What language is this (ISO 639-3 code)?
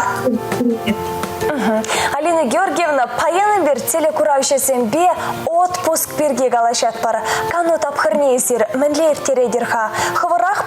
chv